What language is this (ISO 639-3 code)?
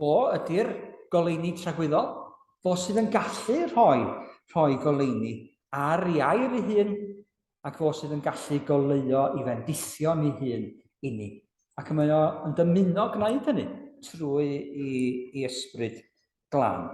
cym